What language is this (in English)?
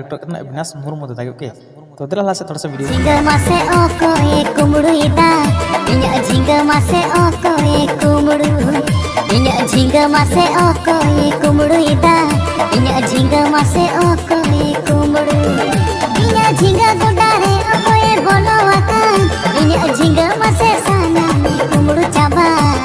Santali